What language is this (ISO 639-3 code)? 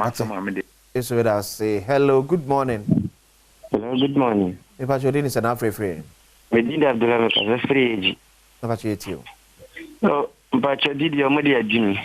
aka